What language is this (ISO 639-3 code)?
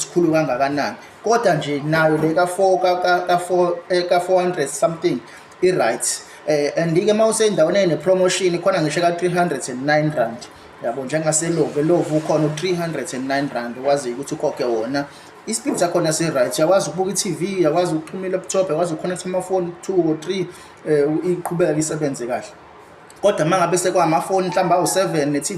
zul